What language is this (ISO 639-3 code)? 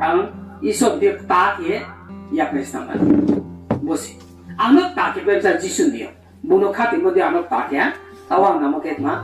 ria